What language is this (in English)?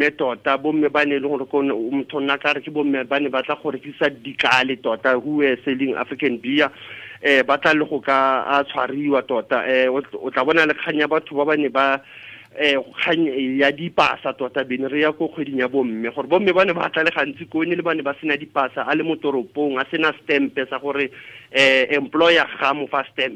Tswana